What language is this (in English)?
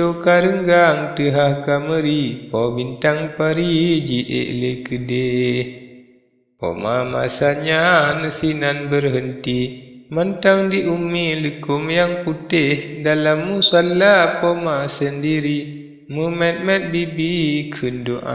Achinese